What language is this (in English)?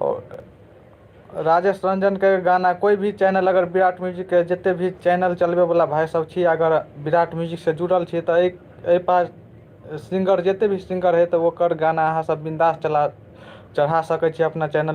Maithili